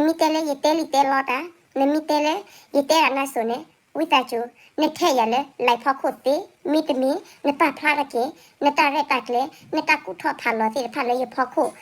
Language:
S'gaw Karen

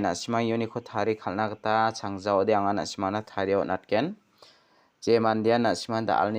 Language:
Garo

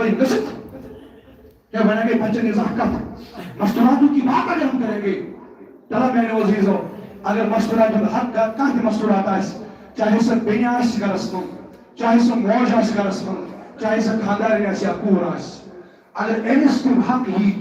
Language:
Kashmiri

